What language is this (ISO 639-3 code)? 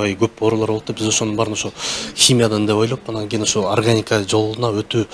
kir